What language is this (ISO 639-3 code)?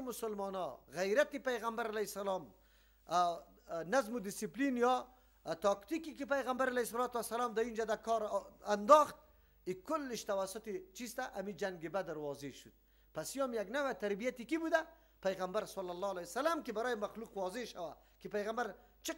fas